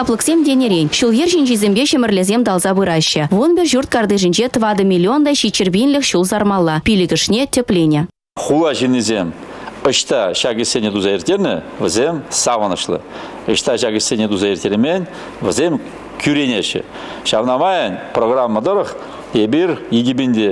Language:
Chuvash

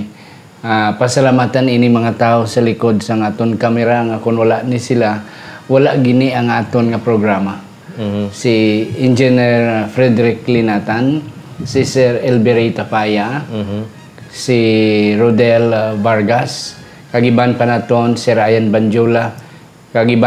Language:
Hiligaynon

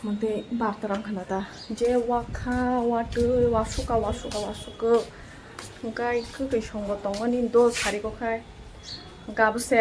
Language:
Kok Borok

